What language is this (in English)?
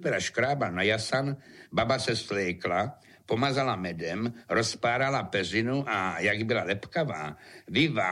Czech